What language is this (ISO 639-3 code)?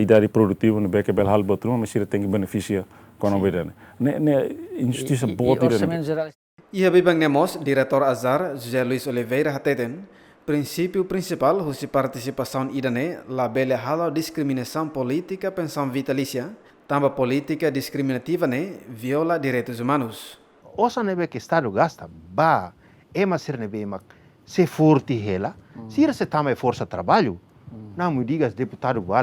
tet